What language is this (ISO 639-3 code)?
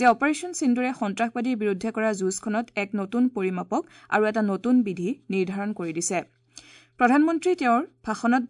asm